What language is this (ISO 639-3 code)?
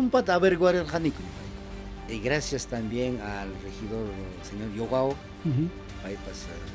quy